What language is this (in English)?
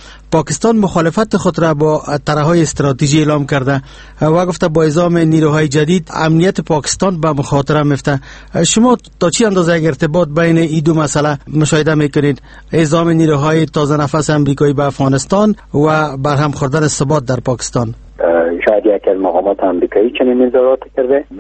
Persian